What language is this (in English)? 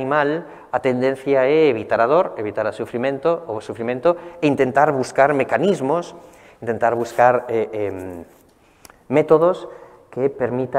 Galician